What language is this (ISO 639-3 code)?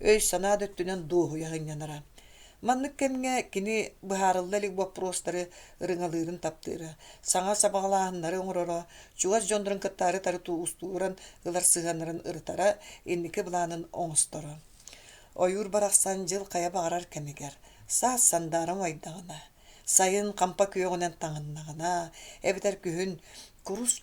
sah